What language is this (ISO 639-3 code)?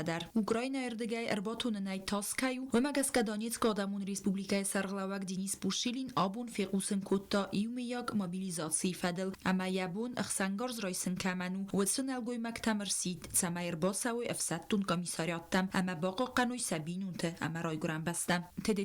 oss